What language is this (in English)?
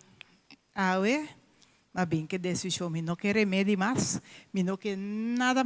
Papiamento